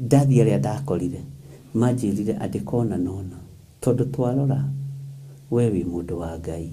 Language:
Kikuyu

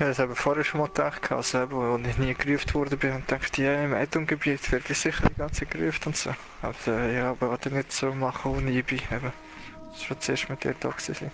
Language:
Swiss German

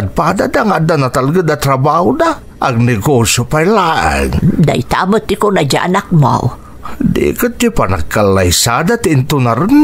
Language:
Iloko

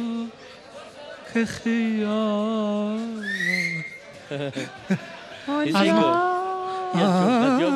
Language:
Persian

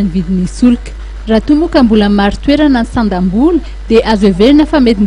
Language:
Malagasy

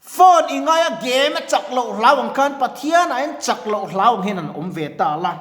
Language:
Mizo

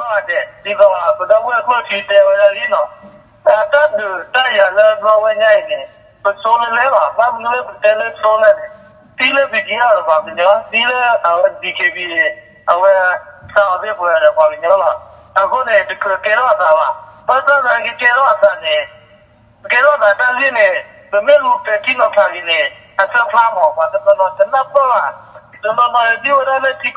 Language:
S'gaw Karen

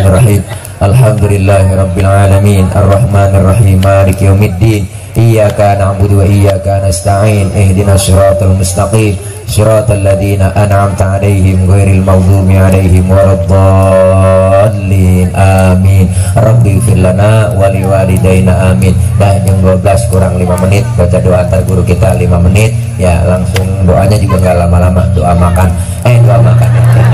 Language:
Betawi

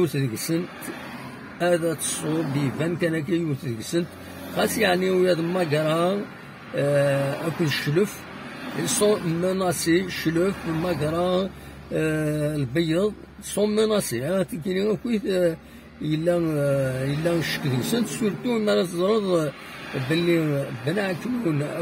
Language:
Kabyle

